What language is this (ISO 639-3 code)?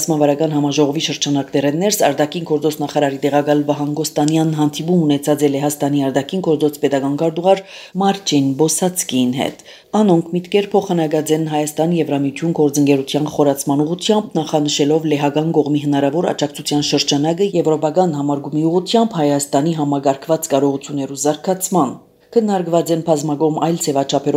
hye